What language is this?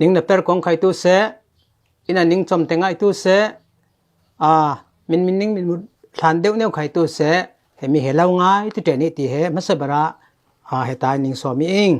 Falam Chin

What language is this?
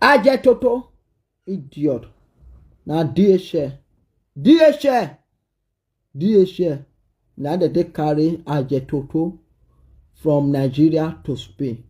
Nigerian Pidgin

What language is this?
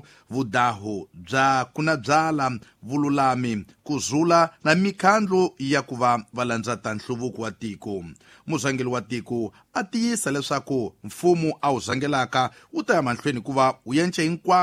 Tsonga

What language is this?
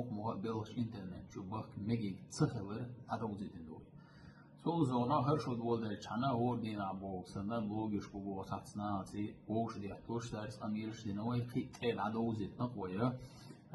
Chechen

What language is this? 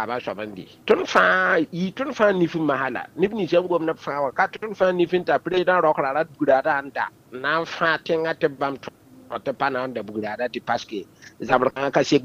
Mossi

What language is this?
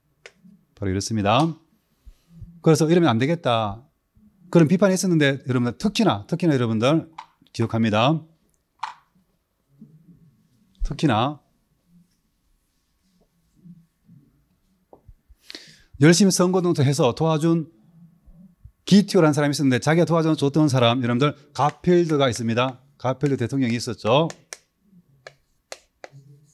Korean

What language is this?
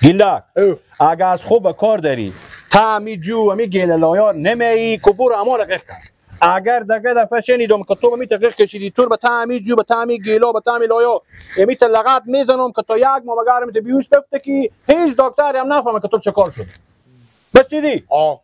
Persian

